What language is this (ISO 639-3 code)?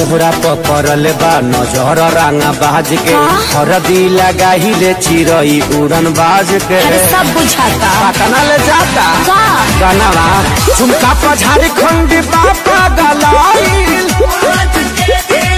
bho